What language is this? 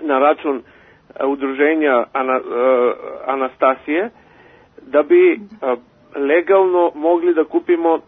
Serbian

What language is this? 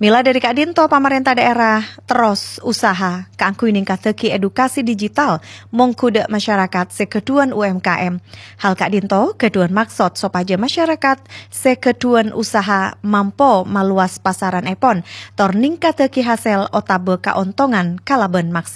Madurese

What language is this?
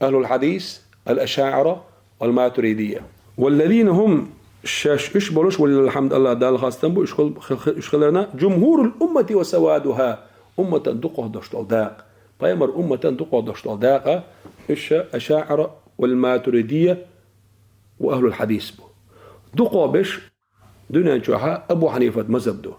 Chechen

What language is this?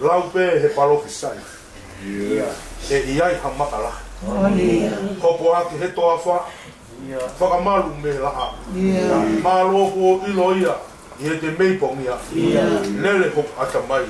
Tongan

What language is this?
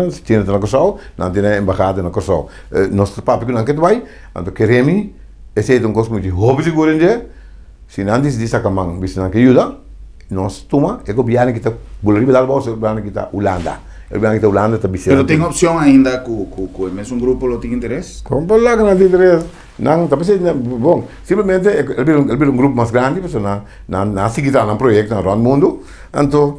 Papiamento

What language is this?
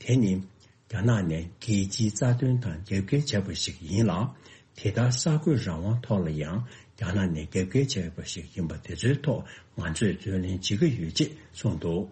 Tibetan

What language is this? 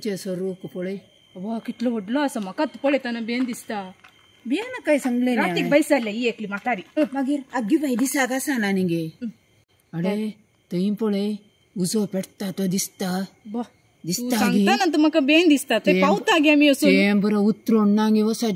Konkani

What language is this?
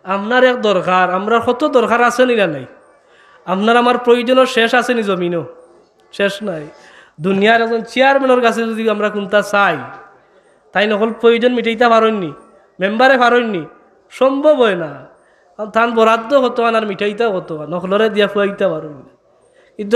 Sylheti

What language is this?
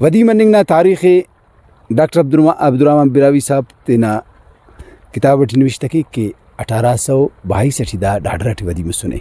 Brahui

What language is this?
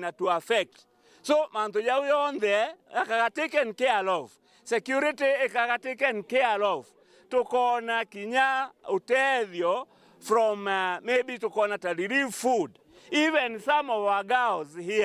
Meru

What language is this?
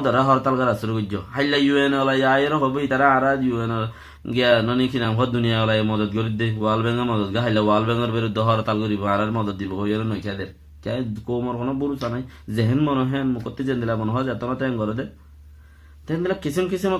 Rohingya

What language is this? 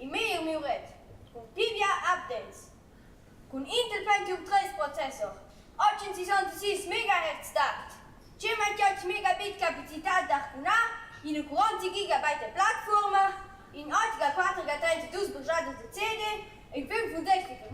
Romansh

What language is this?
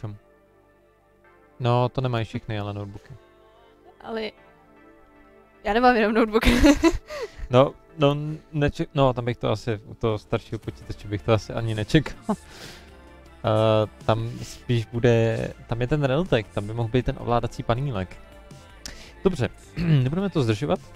Czech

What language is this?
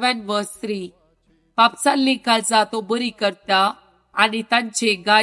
Konkani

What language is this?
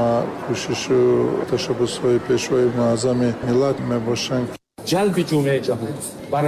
Tajik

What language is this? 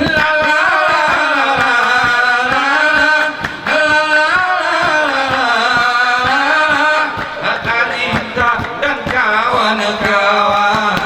Gayo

